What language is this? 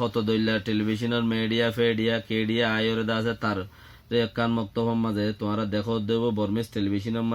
Rohingya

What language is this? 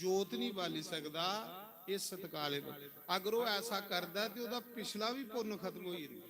Dogri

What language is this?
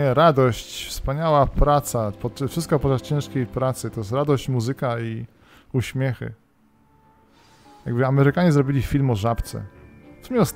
Polish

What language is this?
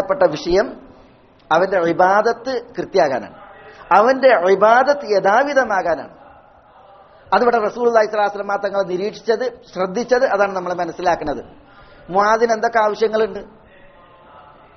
Malayalam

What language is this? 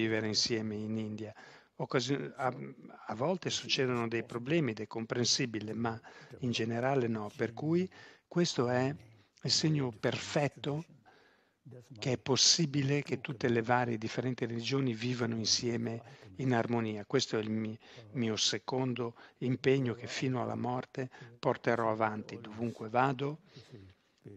Italian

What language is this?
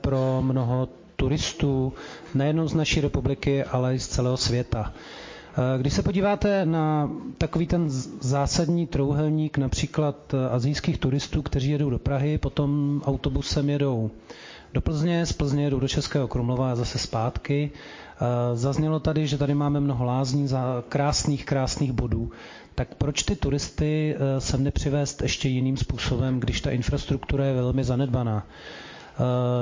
Czech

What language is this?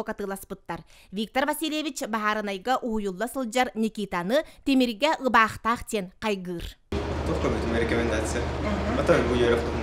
Yakut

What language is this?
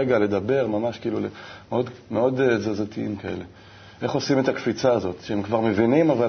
Hebrew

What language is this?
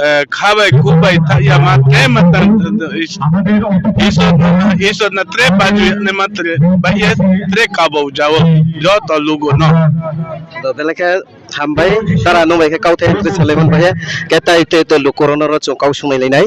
Riang (India)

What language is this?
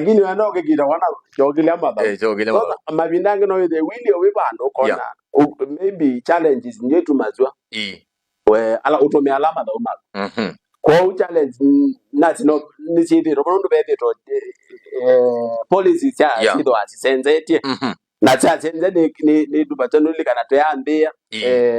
Kamba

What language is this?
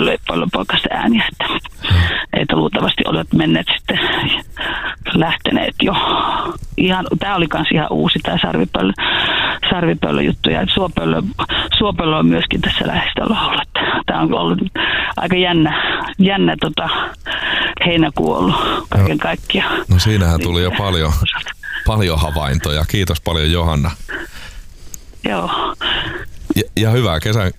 Finnish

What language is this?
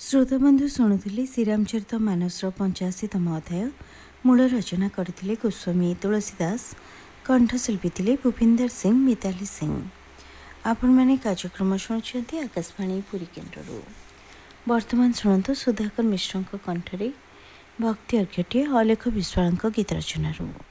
Odia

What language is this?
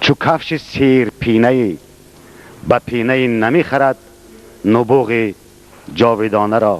Tajik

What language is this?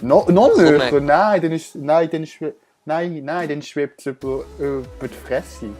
Swiss German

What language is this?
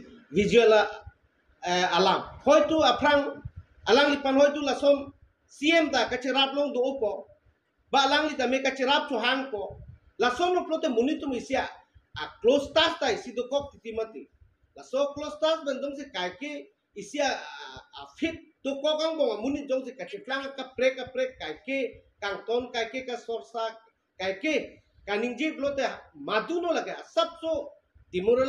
Karbi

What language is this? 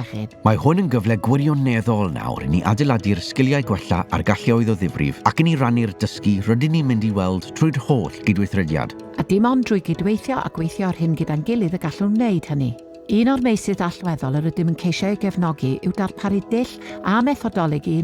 Welsh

